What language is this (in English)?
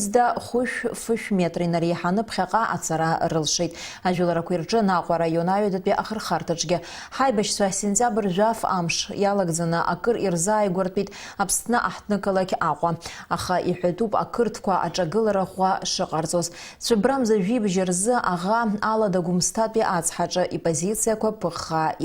Abkhazian